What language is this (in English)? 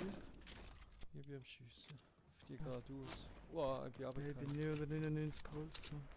Swiss German